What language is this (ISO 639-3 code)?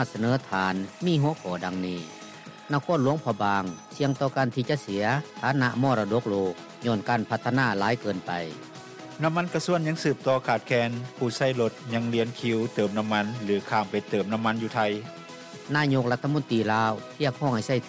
lao